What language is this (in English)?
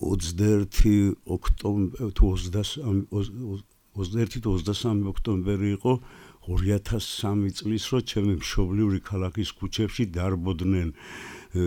Georgian